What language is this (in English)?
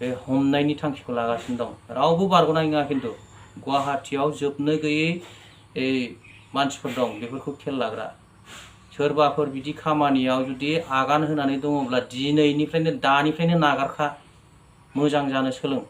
Bodo